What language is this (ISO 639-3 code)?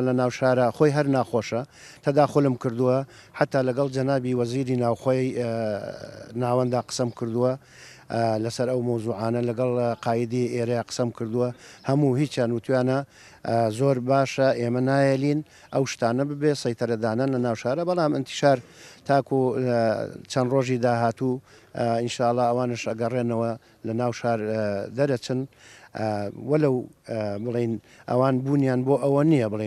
ckb